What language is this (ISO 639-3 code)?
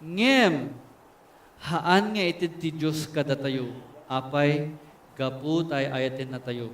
ilo